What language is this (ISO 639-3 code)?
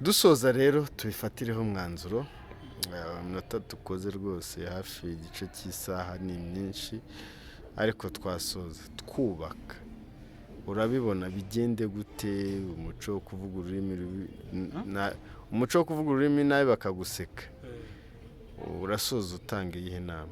kin